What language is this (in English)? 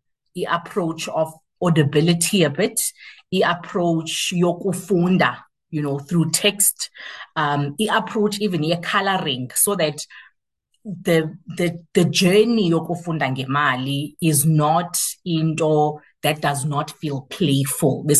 Xhosa